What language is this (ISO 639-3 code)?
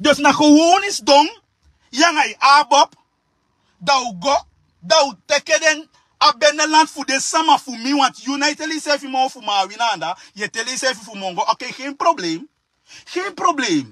srn